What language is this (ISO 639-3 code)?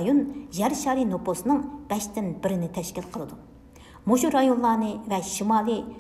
uig